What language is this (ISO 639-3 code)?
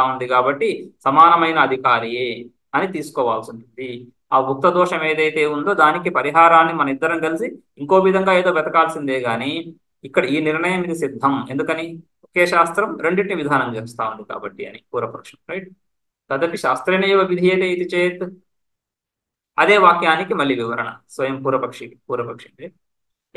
tel